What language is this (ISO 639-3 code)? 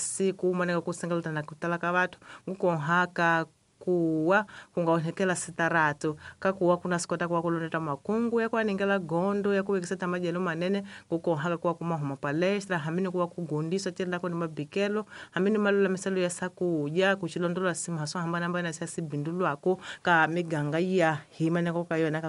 tso